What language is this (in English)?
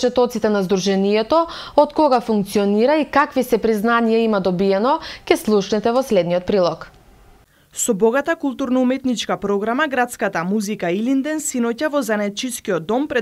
Macedonian